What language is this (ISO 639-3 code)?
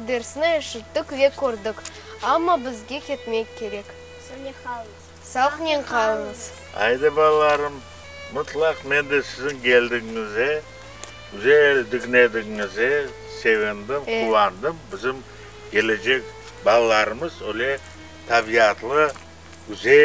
crh